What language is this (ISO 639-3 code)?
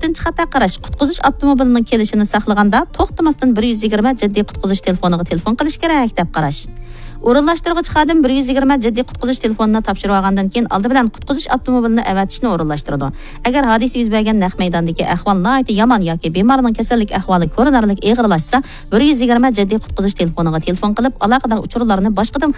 uig